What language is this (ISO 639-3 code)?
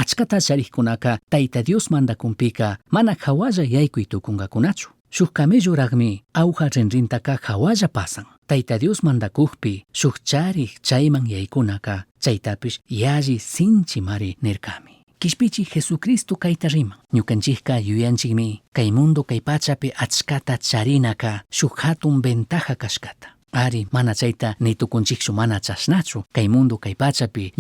qug